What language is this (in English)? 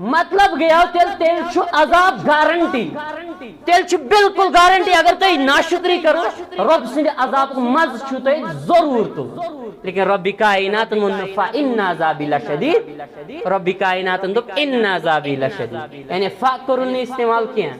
Kashmiri